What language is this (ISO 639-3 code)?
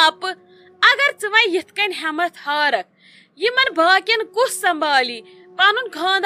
kas